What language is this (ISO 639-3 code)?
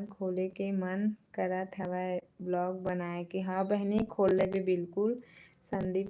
hne